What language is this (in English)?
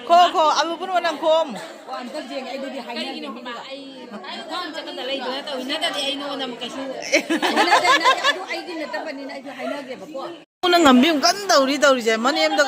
Manipuri